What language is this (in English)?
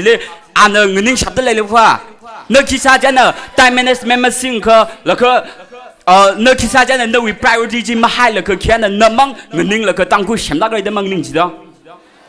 Tangkhul Naga (India)